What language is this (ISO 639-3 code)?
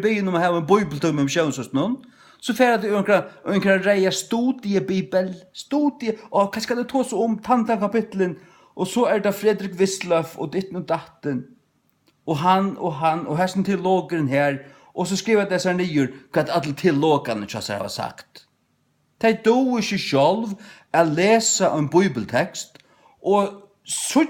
fao